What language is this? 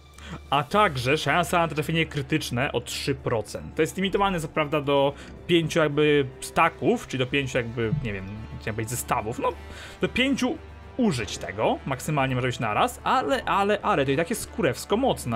Polish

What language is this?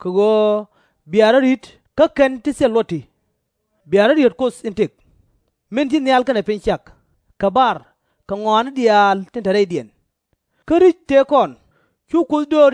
Nuer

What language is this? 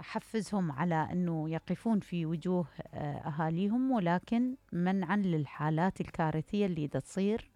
Mesopotamian Arabic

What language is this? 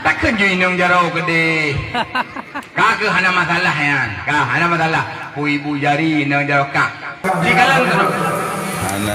Achinese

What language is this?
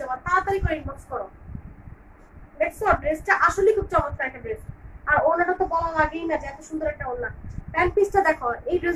Bangla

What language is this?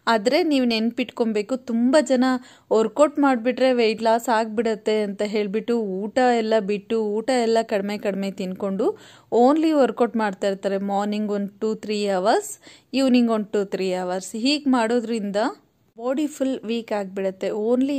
Kannada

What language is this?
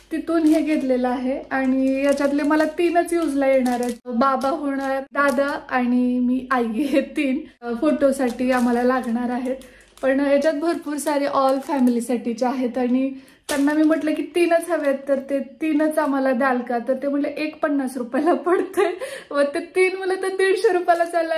Marathi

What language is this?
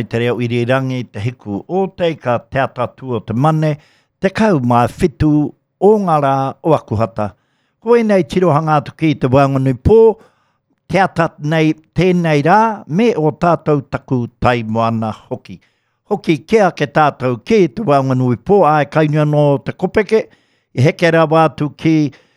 Māori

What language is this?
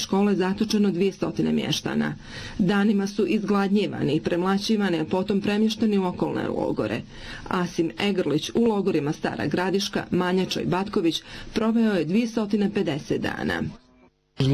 Bosnian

